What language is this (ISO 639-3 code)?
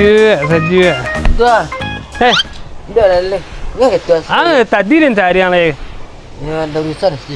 min